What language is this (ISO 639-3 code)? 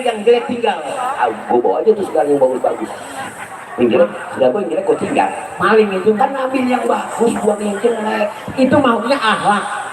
bew